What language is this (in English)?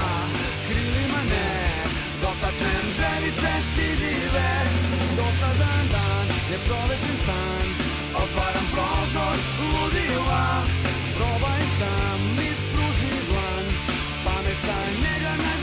Serbian